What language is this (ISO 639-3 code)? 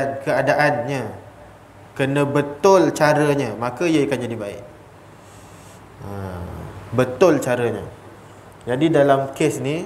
msa